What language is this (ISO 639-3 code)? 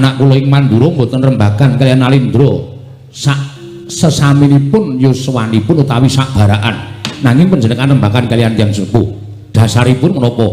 jav